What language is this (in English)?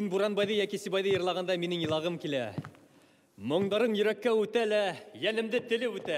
Bashkir